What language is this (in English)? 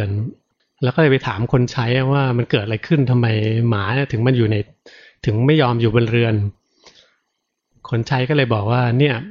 Thai